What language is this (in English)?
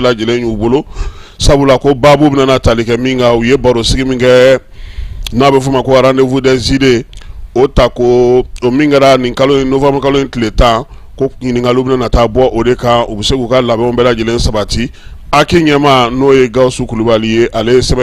Bambara